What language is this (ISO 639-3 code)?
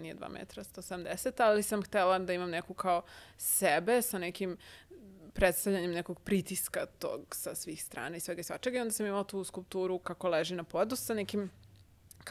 srp